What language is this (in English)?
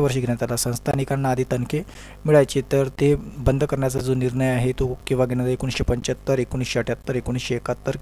Marathi